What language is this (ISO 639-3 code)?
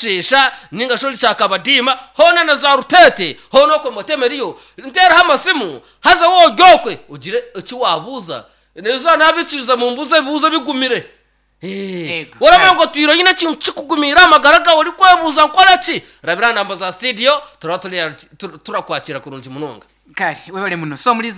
nyn